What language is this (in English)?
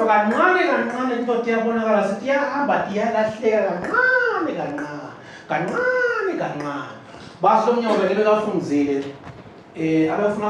Swati